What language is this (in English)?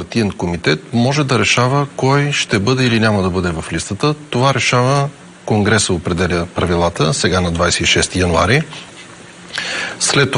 Bulgarian